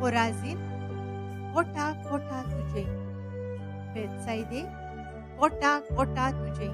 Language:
Konkani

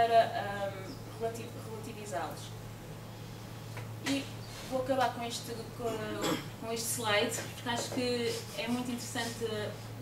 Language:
Portuguese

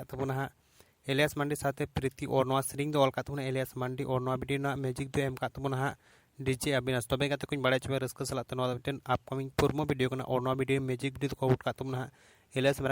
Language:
Santali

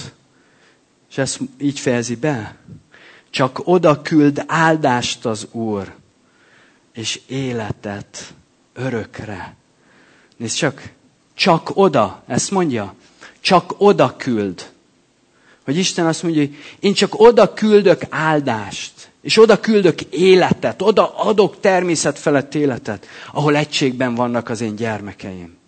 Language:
Hungarian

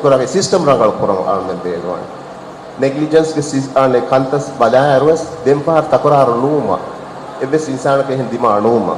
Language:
Divehi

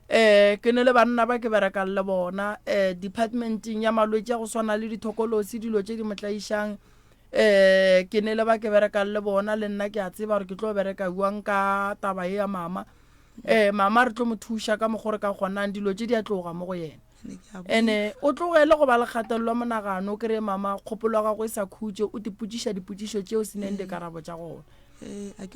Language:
Northern Sotho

